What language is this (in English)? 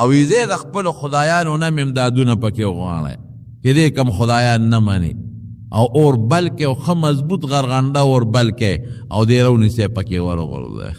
Pashto